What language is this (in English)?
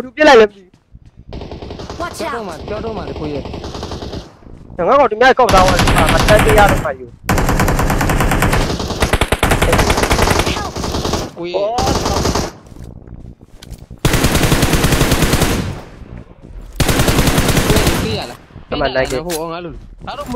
Burmese